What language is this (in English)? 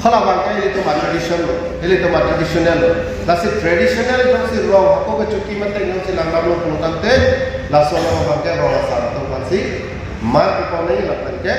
Karbi